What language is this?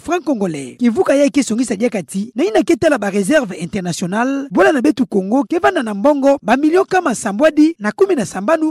Kituba (Democratic Republic of Congo)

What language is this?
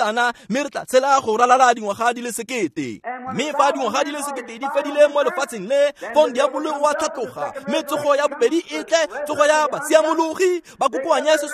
Tswana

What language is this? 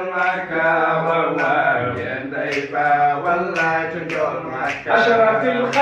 Fula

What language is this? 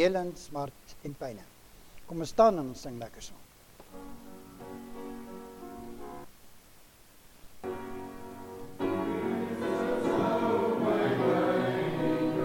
Afrikaans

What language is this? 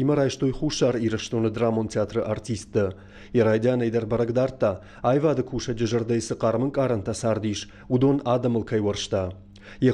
Ossetic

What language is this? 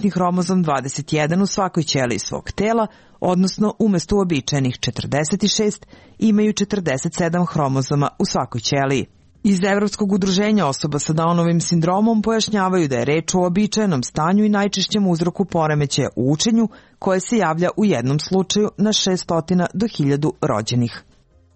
Serbian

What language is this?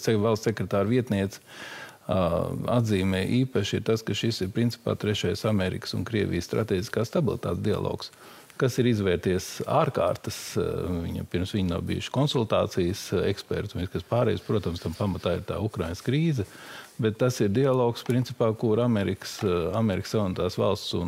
Latvian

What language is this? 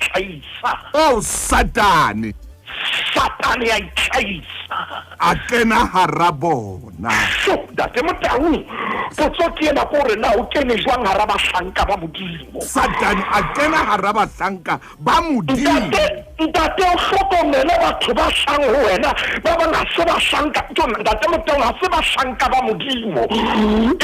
Southern Sotho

